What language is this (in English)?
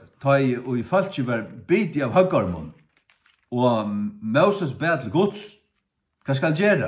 Faroese